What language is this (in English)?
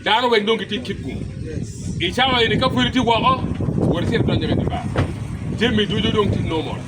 Acoli